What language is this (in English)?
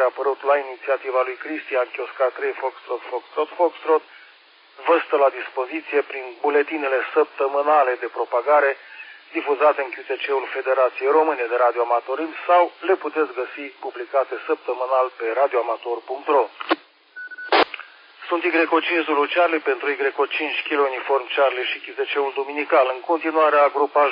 Romanian